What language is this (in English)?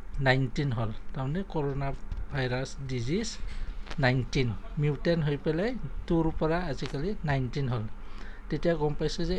Assamese